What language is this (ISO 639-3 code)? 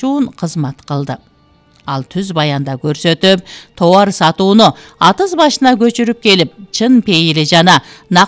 kir